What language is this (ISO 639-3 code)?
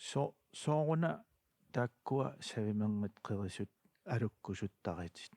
kal